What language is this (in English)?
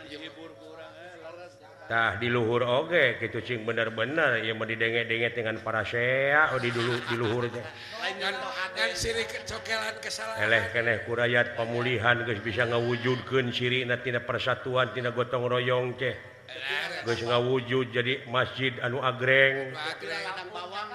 Sundanese